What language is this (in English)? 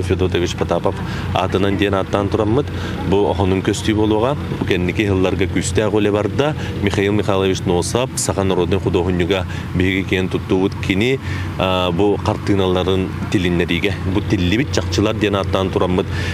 Yakut